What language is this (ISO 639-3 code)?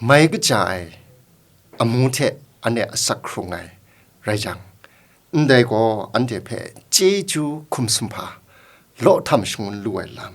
kac